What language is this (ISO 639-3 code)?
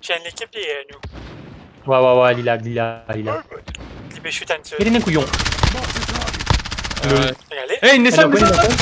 mfe